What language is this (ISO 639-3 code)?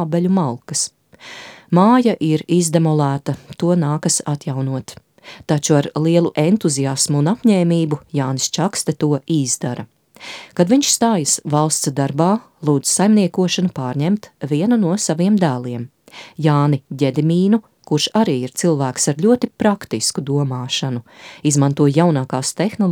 lav